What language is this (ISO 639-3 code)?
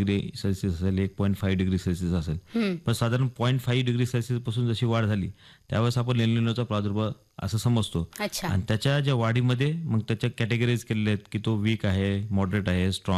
mar